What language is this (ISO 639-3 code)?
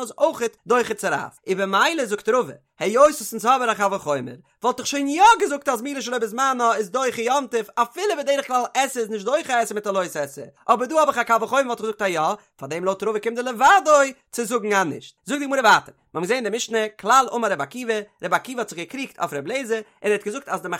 yid